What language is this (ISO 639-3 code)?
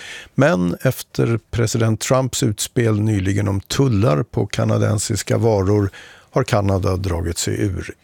swe